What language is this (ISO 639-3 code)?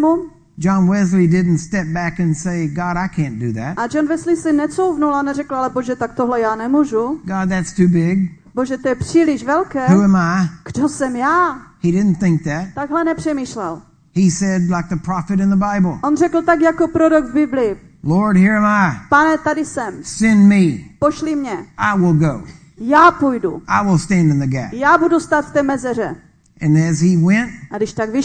ces